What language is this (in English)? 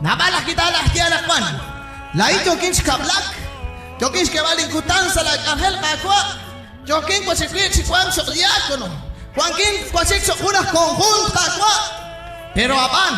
Kekchí